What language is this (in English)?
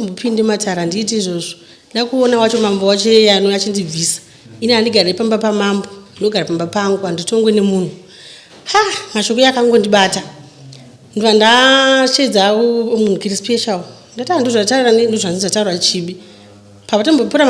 Shona